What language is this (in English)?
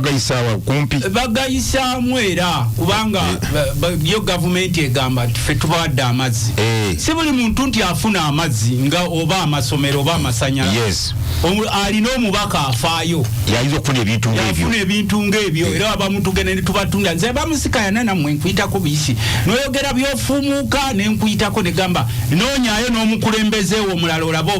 Ganda